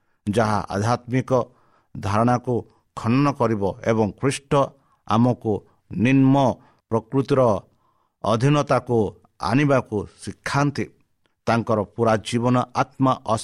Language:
Odia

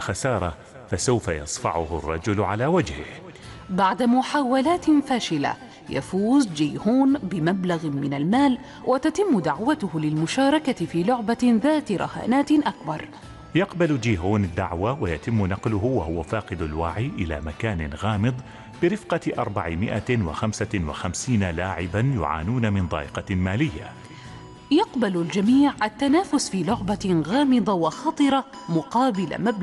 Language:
Arabic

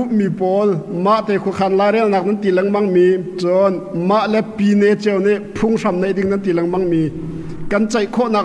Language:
Hakha Chin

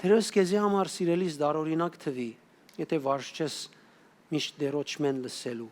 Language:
Western Armenian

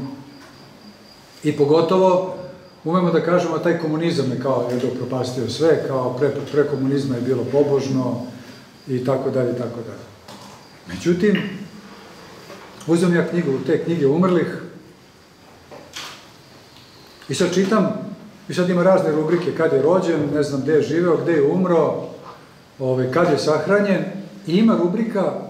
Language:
Serbian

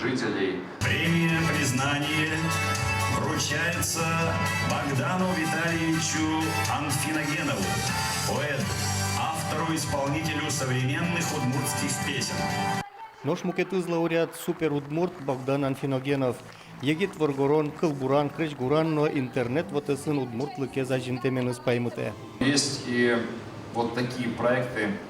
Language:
Udmurt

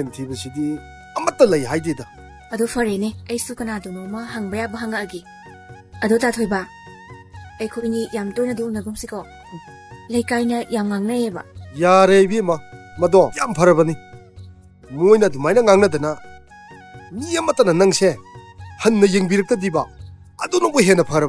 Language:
Manipuri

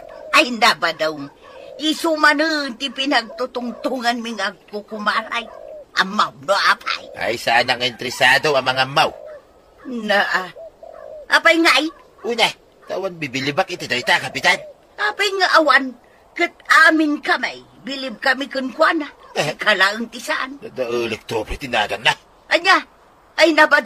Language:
Iloko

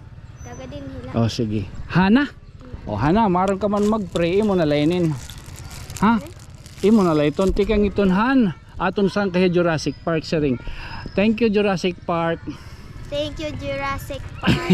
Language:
Waray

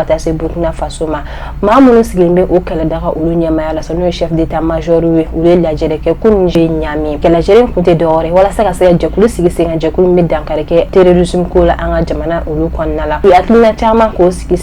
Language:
Bambara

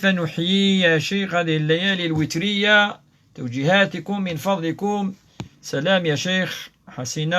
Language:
Kabyle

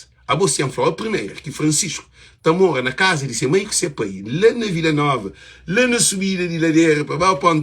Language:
Kabuverdianu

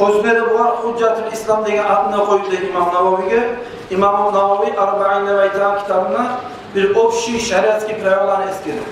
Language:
Kumyk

